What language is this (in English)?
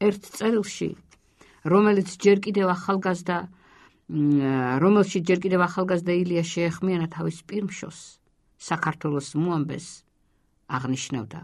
Georgian